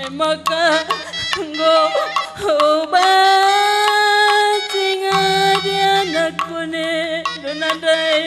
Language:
Batak Karo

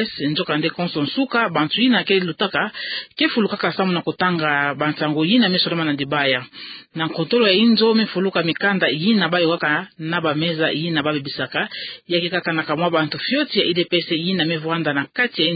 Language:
Kituba (Democratic Republic of Congo)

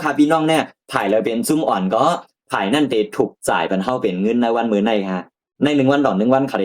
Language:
Shan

